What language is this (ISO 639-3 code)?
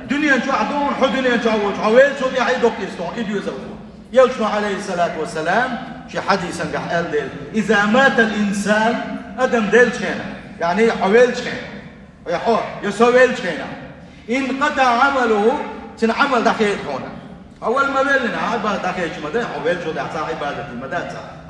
che